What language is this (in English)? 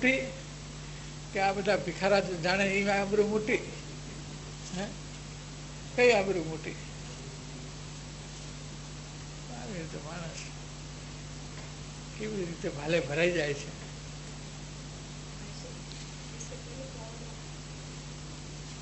Gujarati